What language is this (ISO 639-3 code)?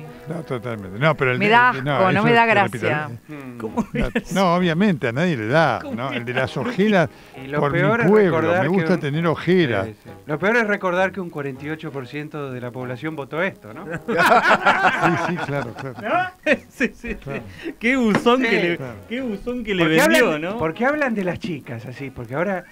spa